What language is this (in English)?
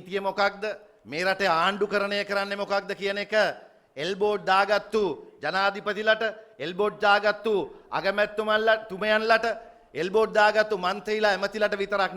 Sinhala